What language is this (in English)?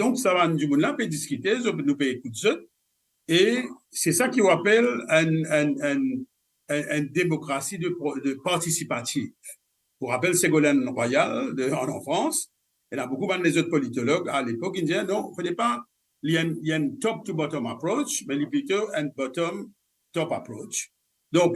Morisyen